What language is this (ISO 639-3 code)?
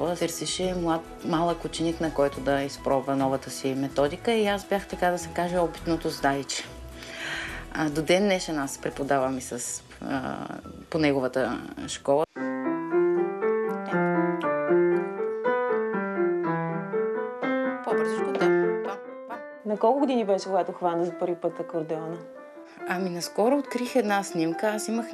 bul